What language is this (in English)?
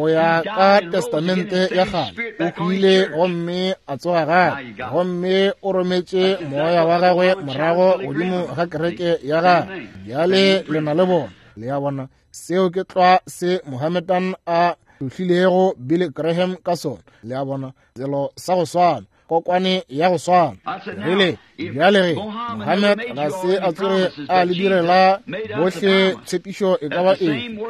Northern Sotho